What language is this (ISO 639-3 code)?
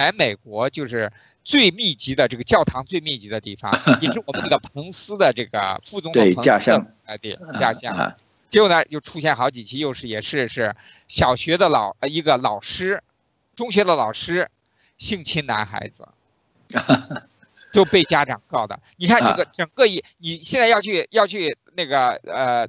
zho